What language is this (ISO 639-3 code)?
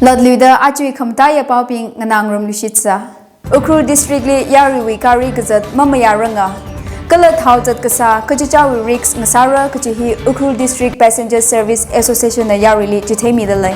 nmf